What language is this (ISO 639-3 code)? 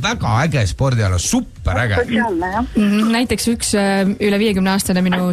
est